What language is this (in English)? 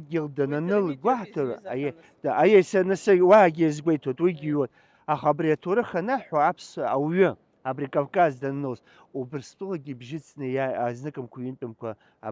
Abkhazian